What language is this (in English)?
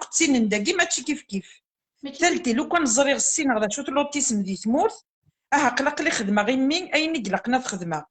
Kabyle